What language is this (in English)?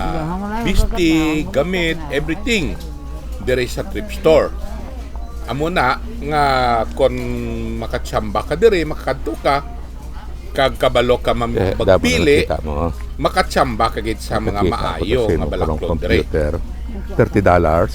Hiligaynon